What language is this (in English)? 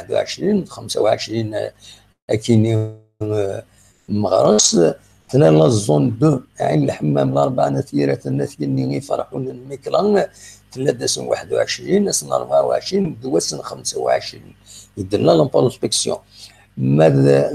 Kabyle